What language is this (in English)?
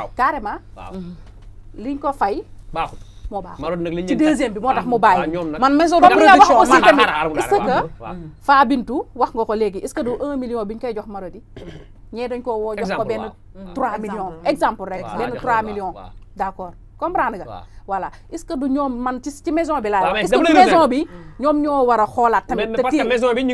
Wolof